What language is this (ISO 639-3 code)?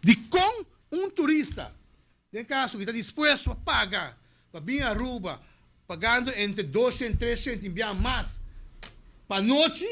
pap